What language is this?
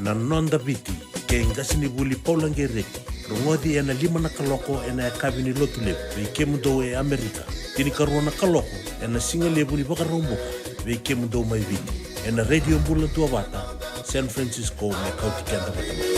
Fijian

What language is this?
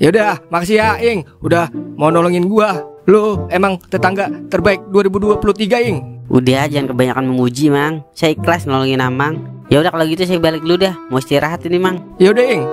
Betawi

